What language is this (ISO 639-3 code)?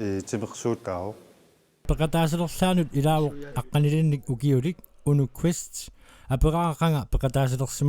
kal